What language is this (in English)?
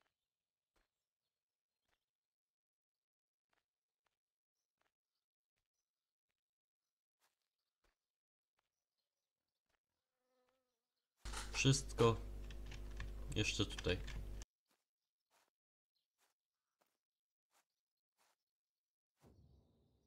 Polish